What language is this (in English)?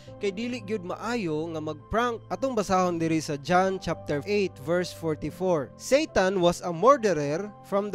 Cebuano